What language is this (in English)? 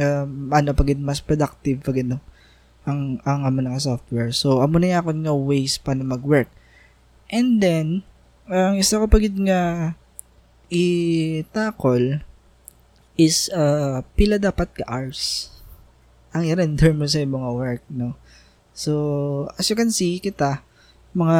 Hiligaynon